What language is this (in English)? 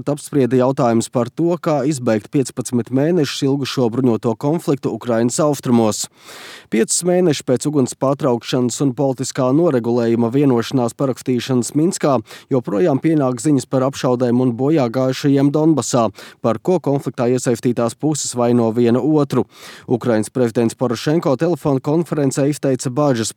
Latvian